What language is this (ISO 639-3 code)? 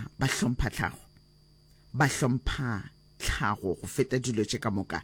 nso